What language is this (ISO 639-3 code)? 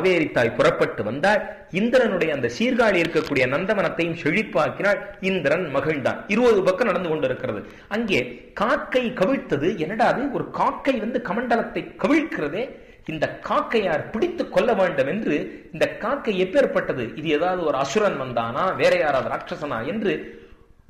tam